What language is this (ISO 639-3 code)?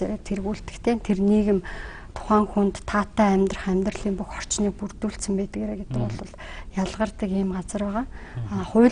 mon